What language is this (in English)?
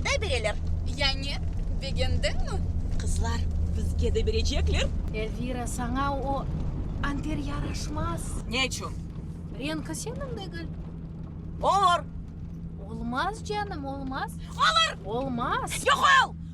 Crimean Tatar